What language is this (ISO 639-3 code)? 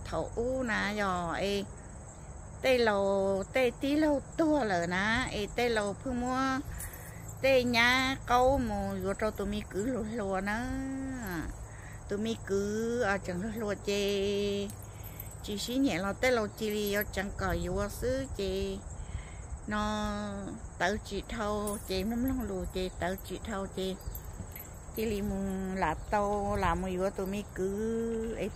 vie